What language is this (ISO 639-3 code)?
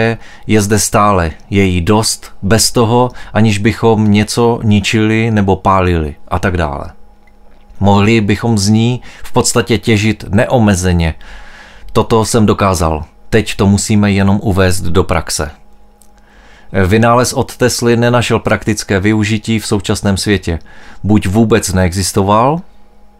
ces